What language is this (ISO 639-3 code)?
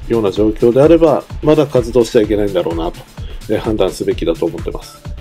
jpn